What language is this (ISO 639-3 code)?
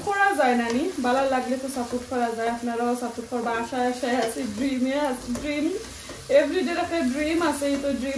syl